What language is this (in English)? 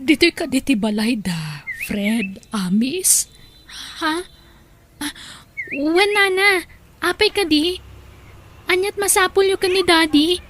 Iloko